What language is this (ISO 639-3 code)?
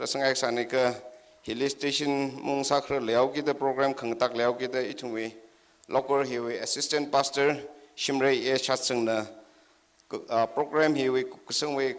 nmf